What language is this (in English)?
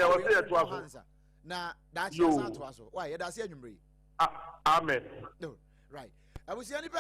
Akan